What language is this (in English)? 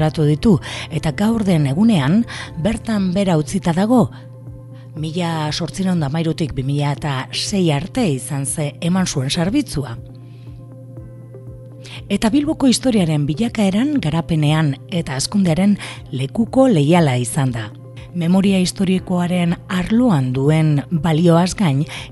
Basque